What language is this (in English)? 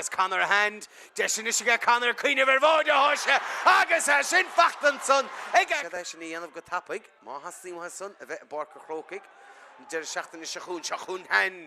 Irish